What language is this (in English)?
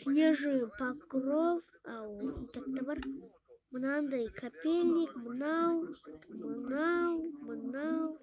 Kazakh